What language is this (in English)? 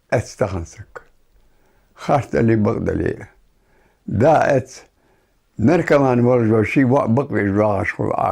Ingush